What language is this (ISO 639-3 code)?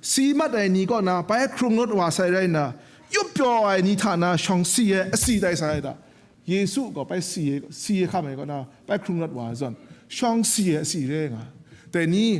kac